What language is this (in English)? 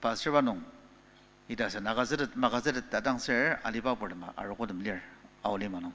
Ao Naga